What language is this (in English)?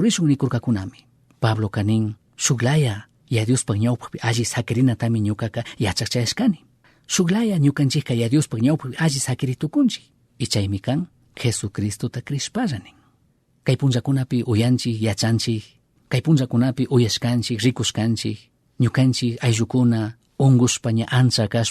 Chimborazo Highland Quichua